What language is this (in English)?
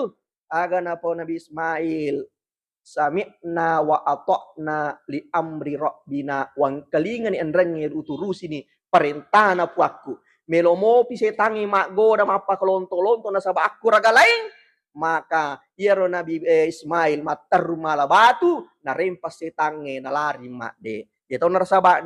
Buginese